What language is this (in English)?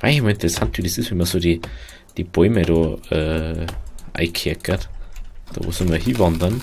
Bavarian